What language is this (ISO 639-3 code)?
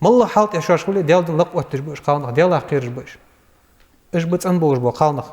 inh